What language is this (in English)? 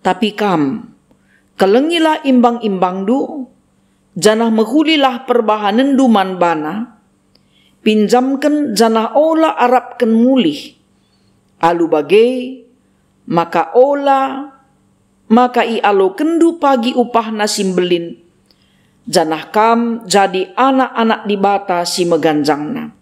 Batak Karo